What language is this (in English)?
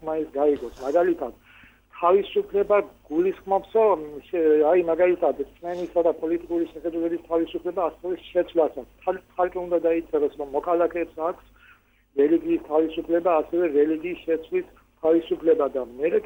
Georgian